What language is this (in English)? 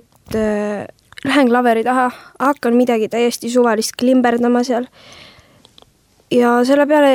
Estonian